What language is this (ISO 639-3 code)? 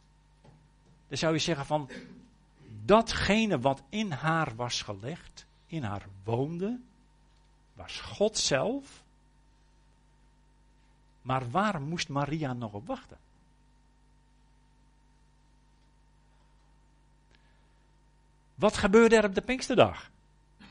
nld